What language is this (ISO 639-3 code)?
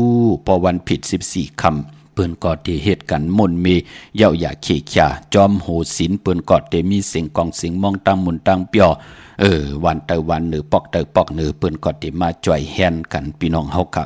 shn